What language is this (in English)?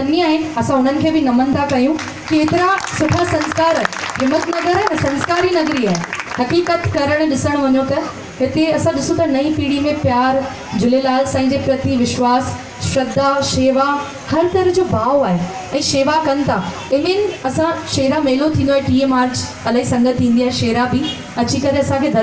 Sindhi